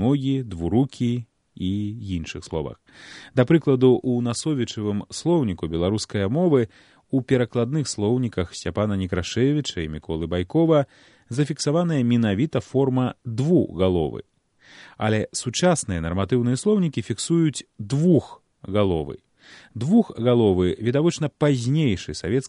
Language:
Belarusian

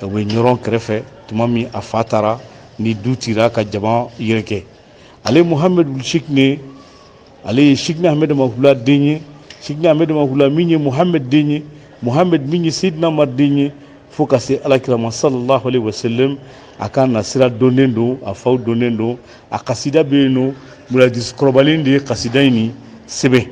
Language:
Bambara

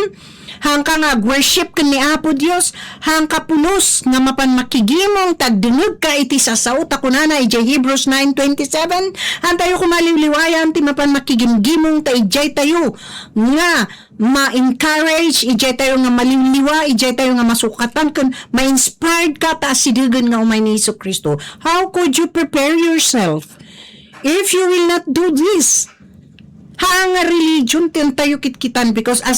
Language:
Iloko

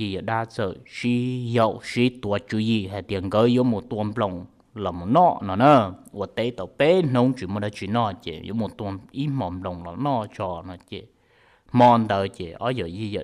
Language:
Hmong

